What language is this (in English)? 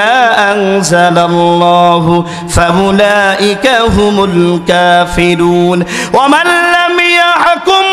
Bangla